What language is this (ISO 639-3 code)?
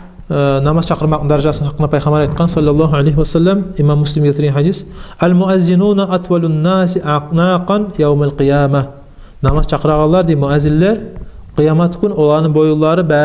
kum